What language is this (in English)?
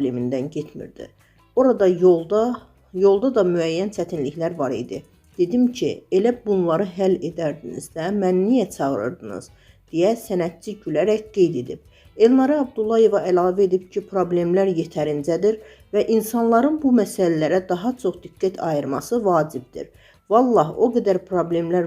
Azerbaijani